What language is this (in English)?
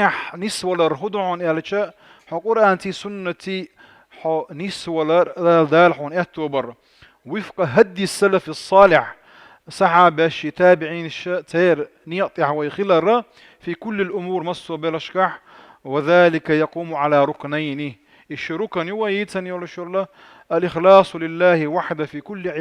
Chechen